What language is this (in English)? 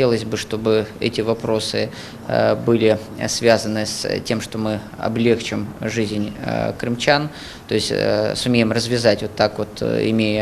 Crimean Tatar